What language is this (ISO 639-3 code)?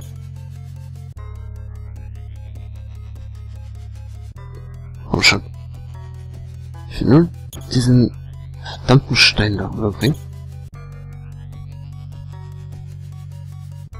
deu